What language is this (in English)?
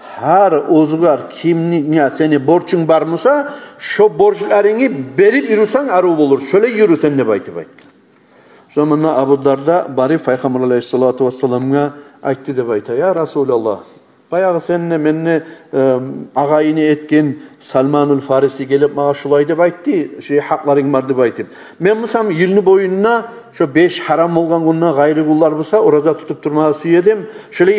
Kumyk